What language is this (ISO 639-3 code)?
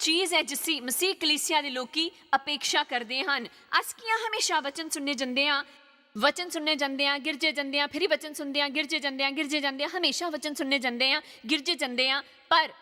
doi